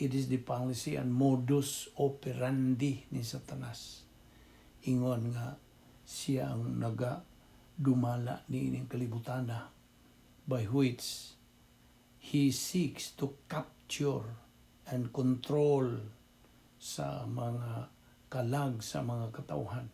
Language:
Cebuano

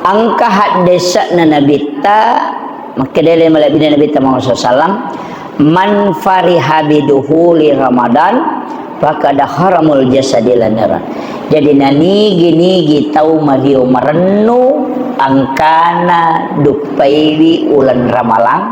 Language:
Buginese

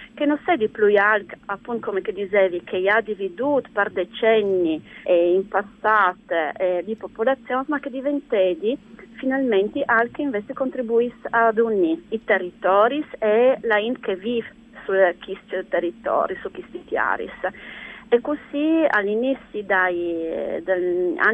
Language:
Friulian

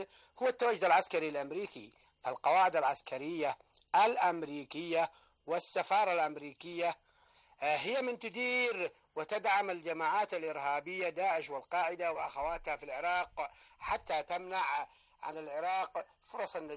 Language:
Arabic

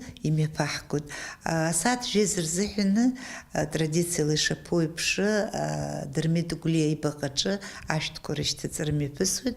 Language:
Abkhazian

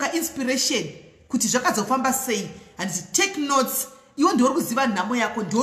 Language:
Shona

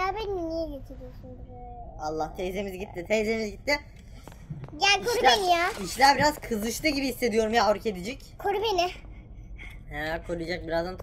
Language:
Turkish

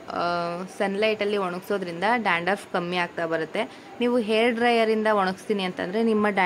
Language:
Kannada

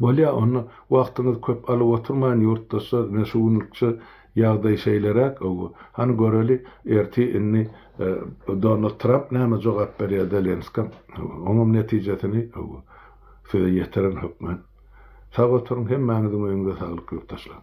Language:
Turkmen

